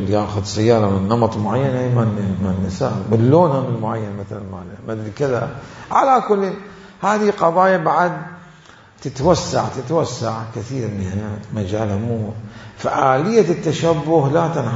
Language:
Mesopotamian Arabic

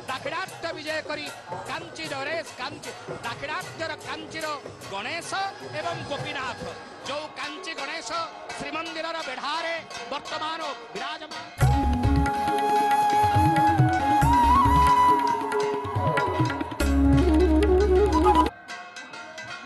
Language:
Odia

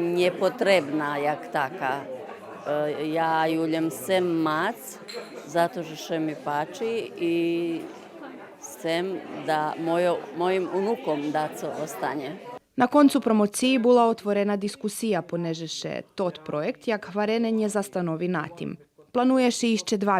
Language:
Rusyn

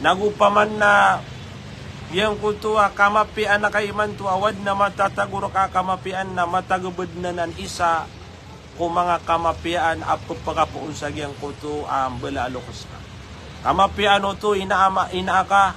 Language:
Maranao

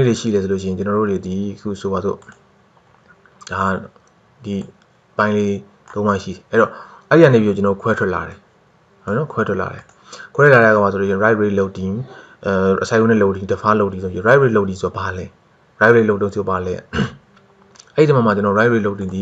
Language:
Burmese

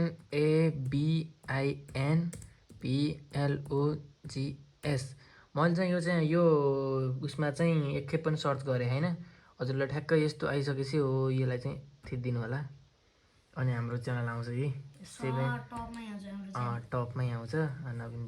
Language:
Nepali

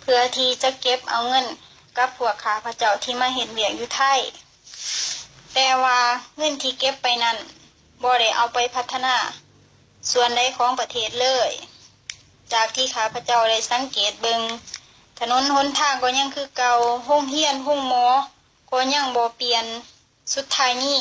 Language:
Lao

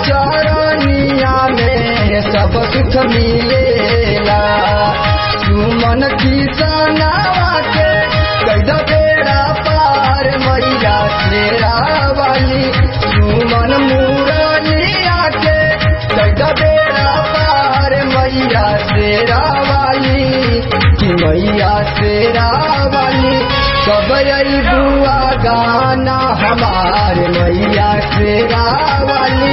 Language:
Bhojpuri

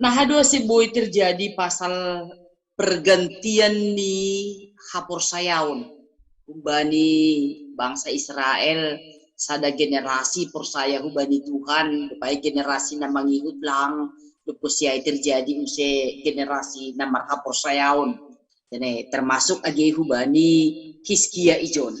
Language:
Batak Simalungun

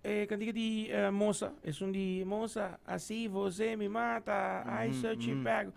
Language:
Papiamento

